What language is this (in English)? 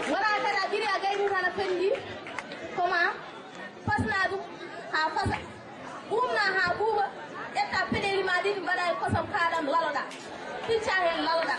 Fula